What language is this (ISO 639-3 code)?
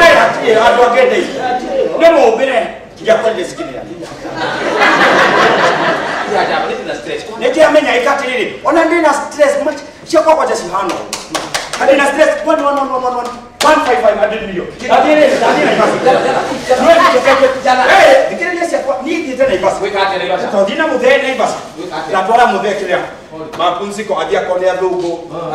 kik